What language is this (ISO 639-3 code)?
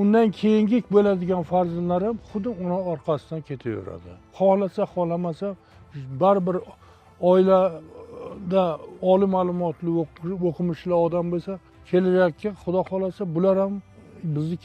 uzb